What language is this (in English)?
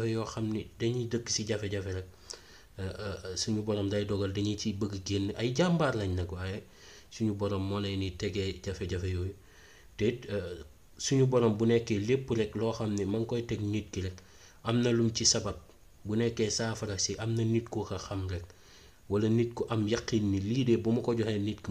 Wolof